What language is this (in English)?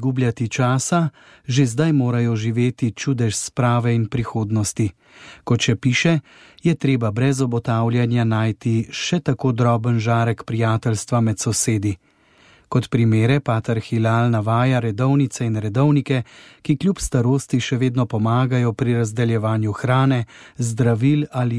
Slovenian